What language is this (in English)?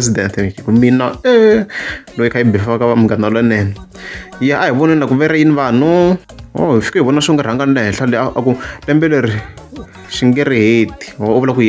Tsonga